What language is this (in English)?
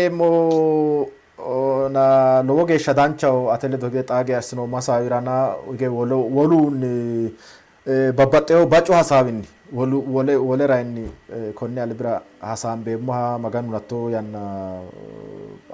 Sidamo